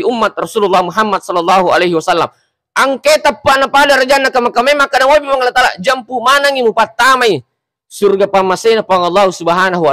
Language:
Buginese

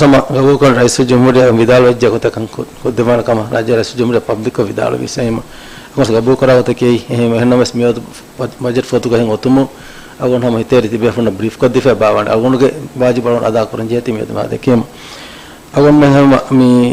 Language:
Divehi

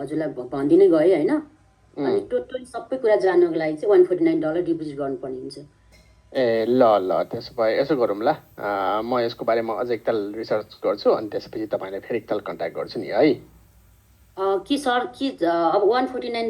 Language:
Nepali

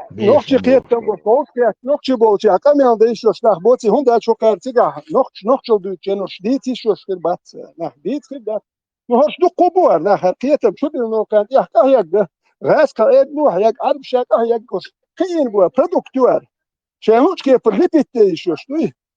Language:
Chechen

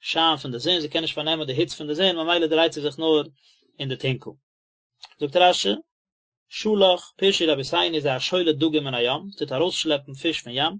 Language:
Yiddish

